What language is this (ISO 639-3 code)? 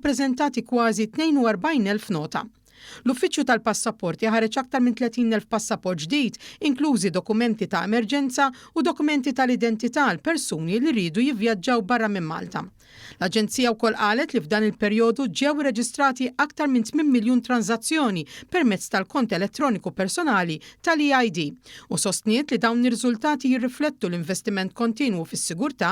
mlt